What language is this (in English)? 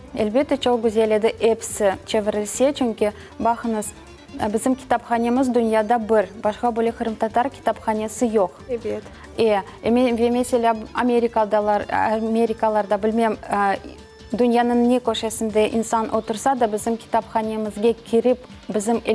Crimean Tatar